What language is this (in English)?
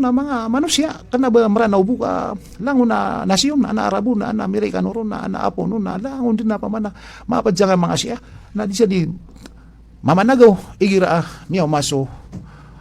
Maranao